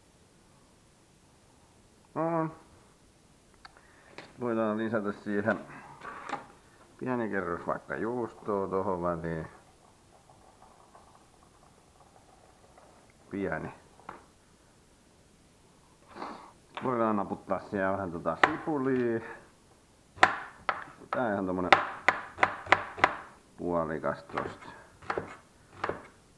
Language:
Finnish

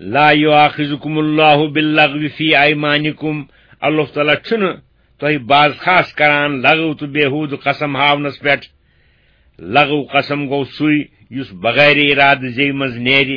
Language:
Kashmiri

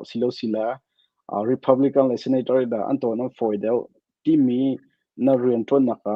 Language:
Hakha Chin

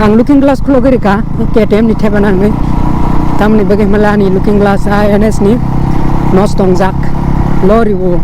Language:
Kok Borok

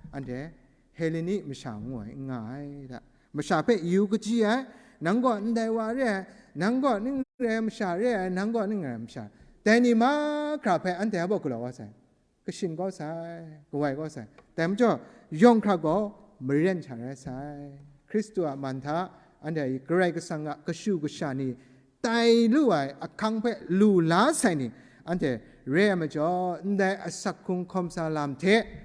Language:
Kachin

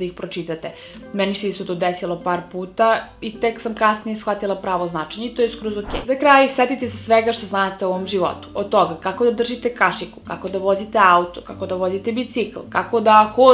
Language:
Serbian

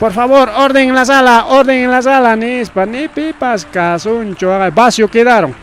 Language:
Ayacucho Quechua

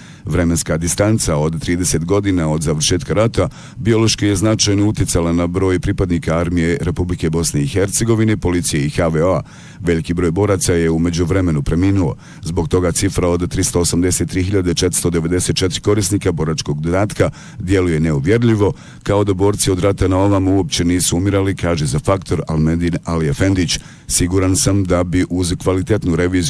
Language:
Bosnian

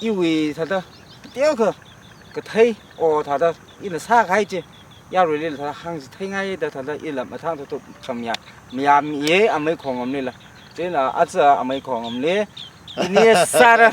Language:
Tangkhul Naga (India)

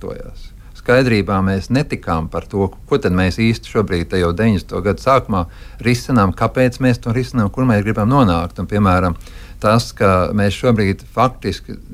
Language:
Latvian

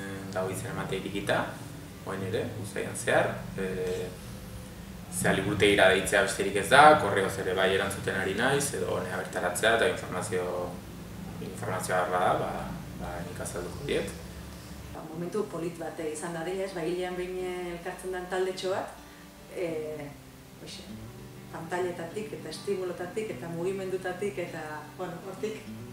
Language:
Basque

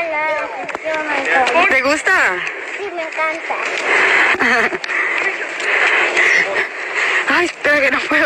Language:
Spanish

